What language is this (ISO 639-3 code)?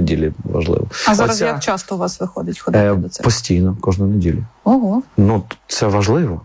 ukr